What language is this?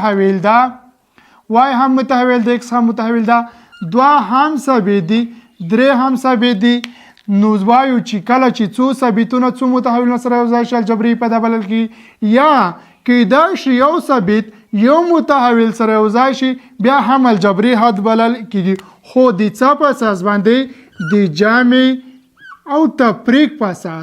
Pashto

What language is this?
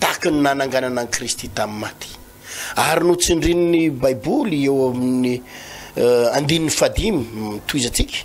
Malagasy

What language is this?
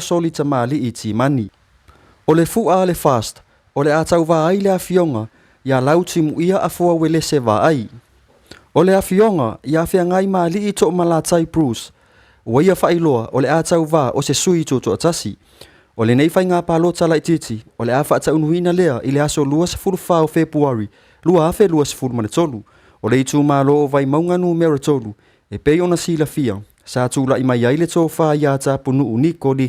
Samoan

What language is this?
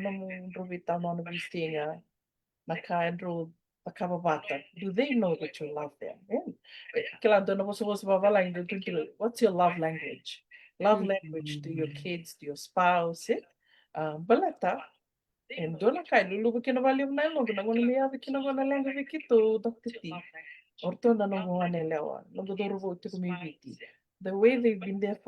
Fijian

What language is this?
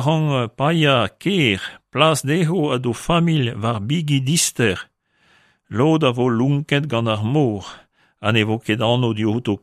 Breton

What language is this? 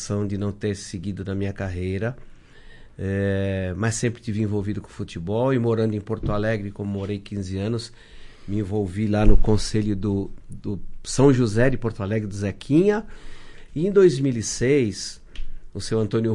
Portuguese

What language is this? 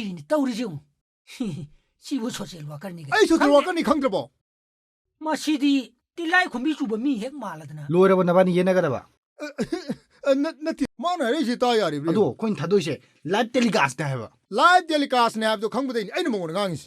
Manipuri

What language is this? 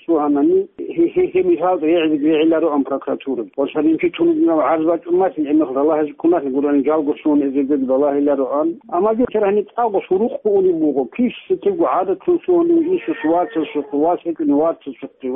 Avaric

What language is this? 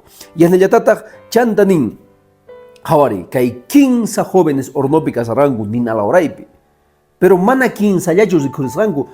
Quechua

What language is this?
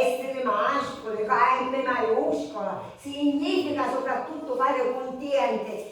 Sicilian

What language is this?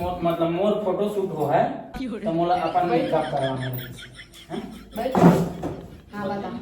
Chhattisgarhi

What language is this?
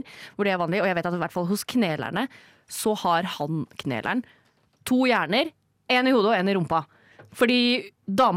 Norwegian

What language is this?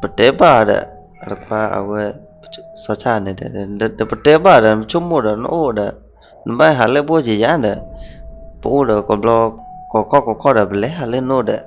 S'gaw Karen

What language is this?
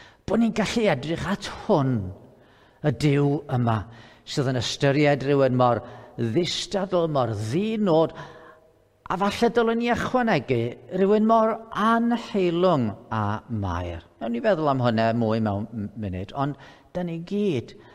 Welsh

